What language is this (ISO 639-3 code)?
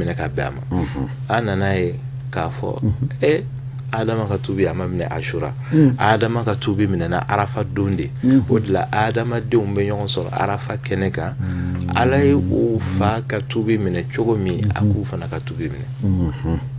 bam